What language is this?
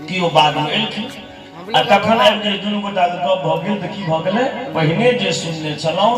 Maithili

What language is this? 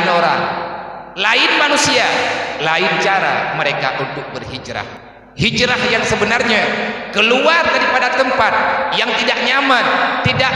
Achinese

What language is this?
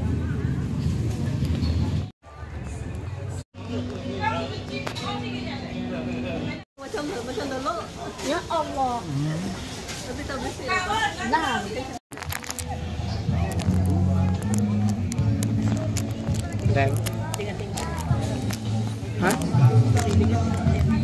Malay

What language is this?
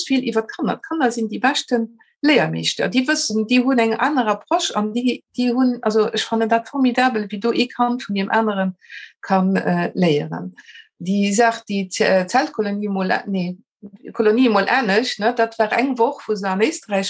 Luxembourgish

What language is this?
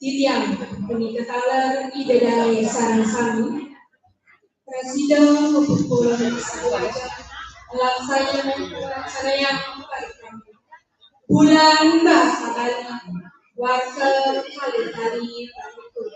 Balinese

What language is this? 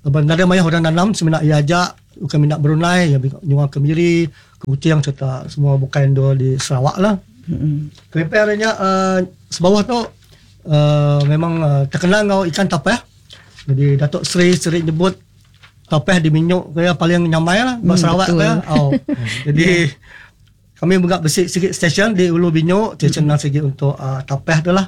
Iban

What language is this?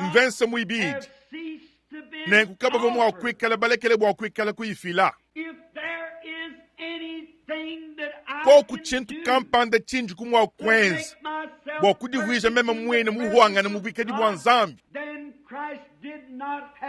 Luba-Lulua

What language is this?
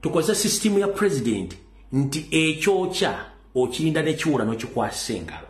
Ganda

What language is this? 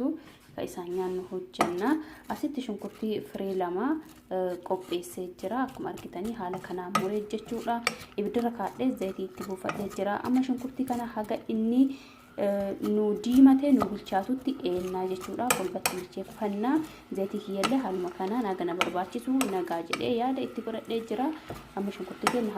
Oromo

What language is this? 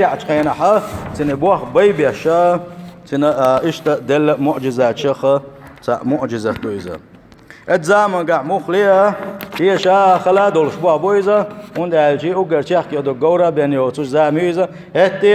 Chechen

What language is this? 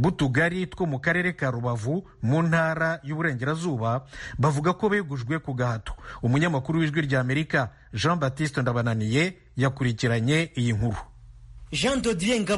Kinyarwanda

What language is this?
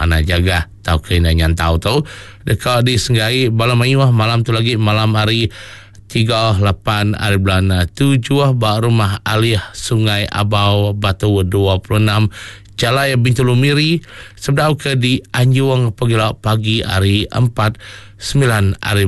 Iban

